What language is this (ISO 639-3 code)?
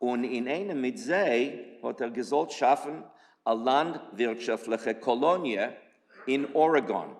yid